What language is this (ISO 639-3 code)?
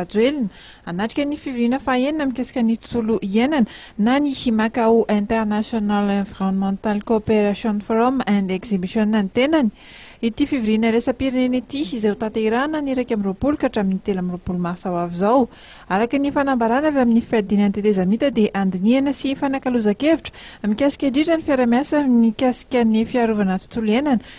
mlg